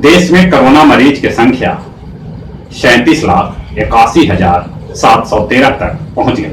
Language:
Magahi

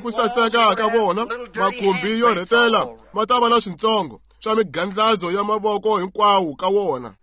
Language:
Tsonga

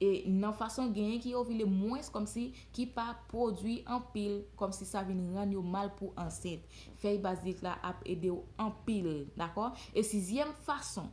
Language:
Haitian Creole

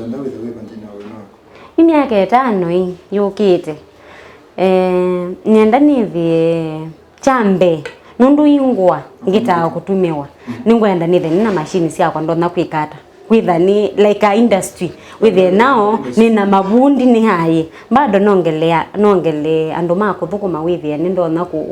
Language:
Kamba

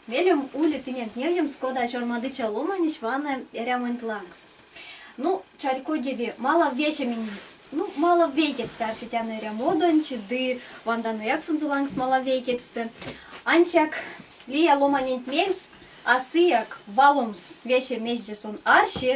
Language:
Erzya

